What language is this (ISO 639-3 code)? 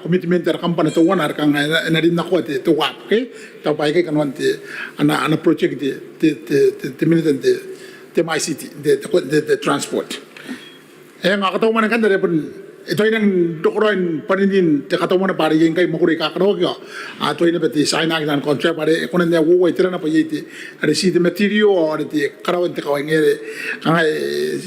gil